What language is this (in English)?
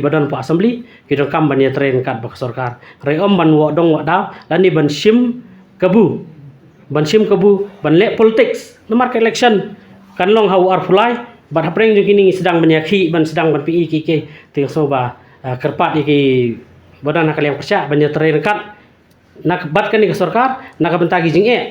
Khasi